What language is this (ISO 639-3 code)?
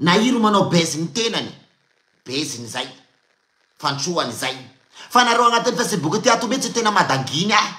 mlg